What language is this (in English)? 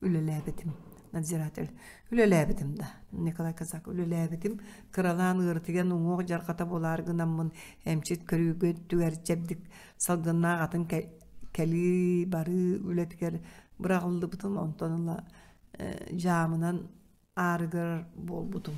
Yakut